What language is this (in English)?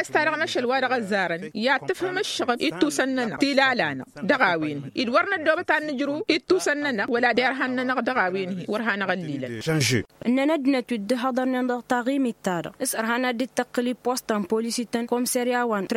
Tamasheq